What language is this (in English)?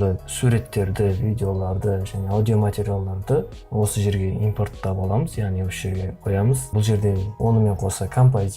Kazakh